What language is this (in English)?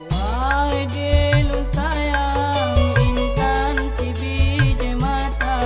Achinese